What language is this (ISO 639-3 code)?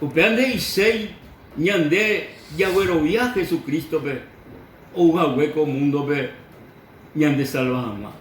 grn